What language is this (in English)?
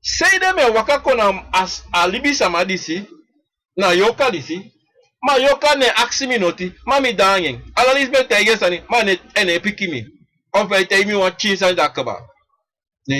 Sranan Tongo